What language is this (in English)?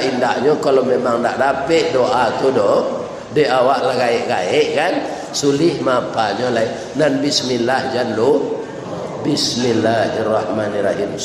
Minangkabau